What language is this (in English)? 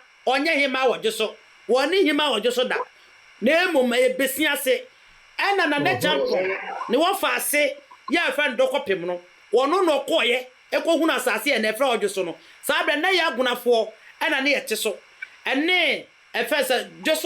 Akan